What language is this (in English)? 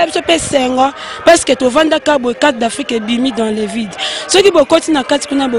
Lingala